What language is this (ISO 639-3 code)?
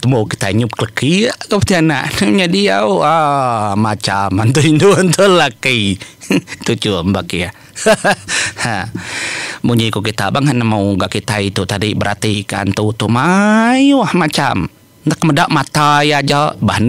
iba